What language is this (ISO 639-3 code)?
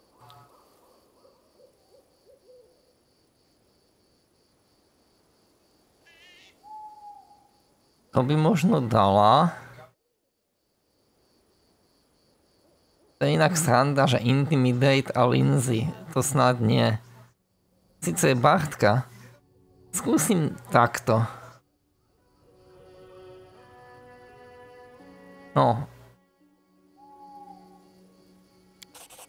slk